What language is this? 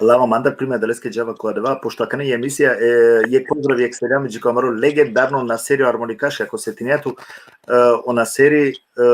Balkan Romani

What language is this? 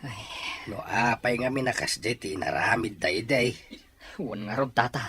Iloko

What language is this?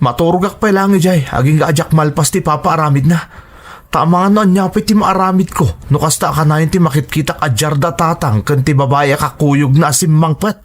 Iloko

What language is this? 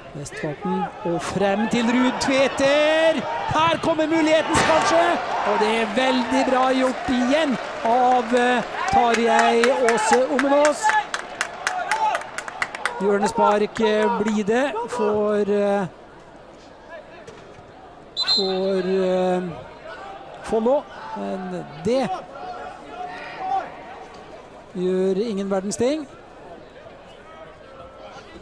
Norwegian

